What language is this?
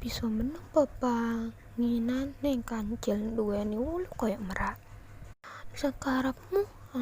Javanese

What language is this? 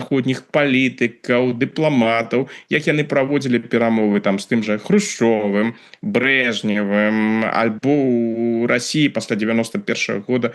Belarusian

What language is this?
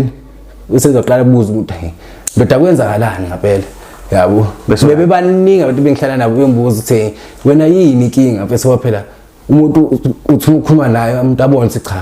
Zulu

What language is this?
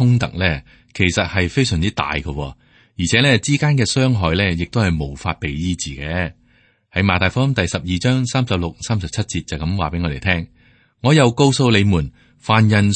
Cantonese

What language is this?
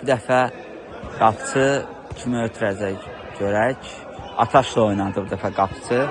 Azerbaijani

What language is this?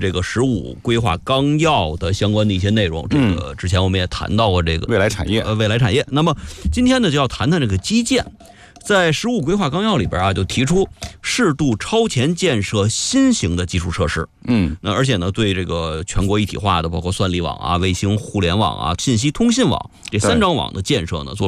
Chinese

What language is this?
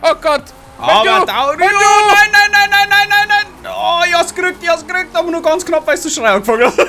Bavarian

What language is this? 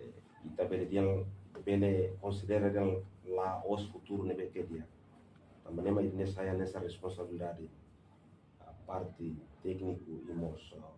Tetum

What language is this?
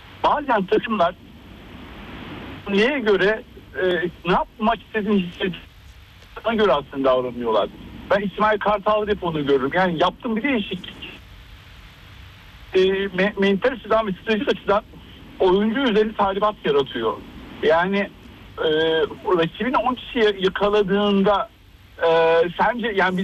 Turkish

